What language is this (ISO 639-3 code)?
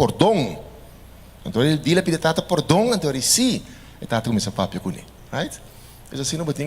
pap